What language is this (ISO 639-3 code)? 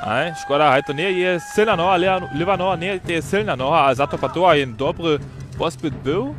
hsb